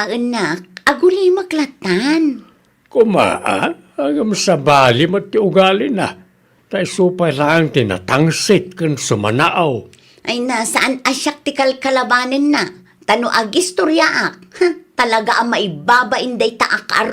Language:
Iloko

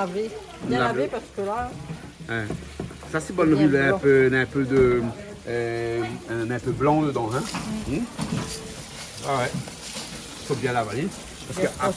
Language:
Réunion Creole French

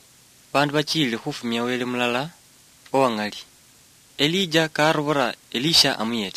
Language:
Luyia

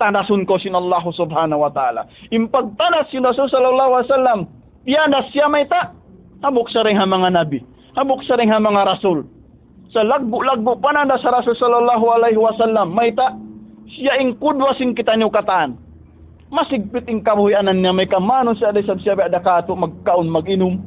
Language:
Tausug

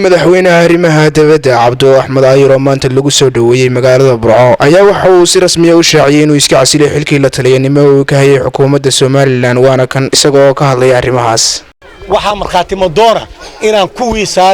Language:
Somali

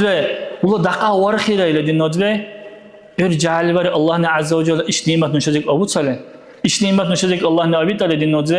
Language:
Dargwa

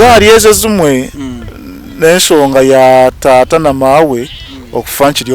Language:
Nyankole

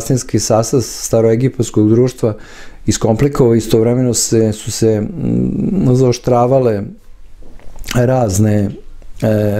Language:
Serbian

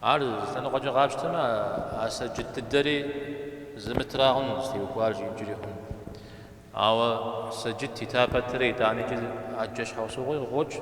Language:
Kabardian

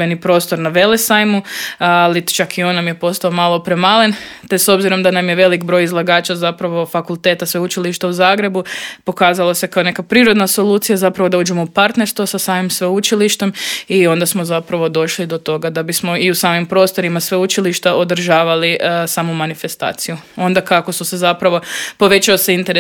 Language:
Croatian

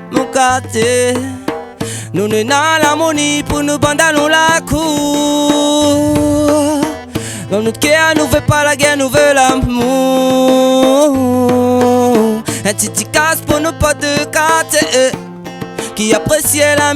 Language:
Réunion Creole French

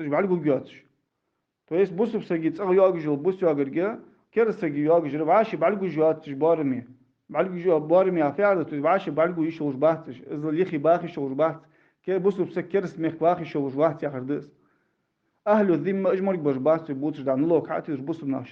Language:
Ingush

